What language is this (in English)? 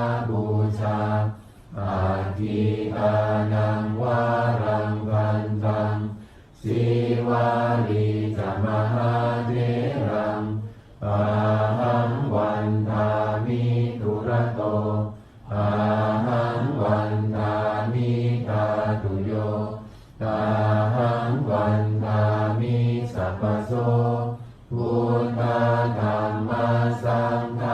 Pali